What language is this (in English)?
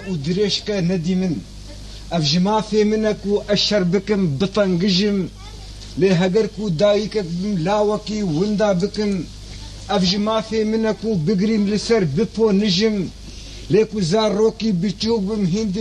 Kurdish